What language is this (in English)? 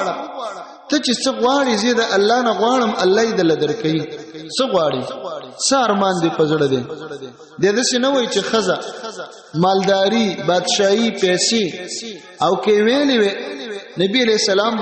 Pashto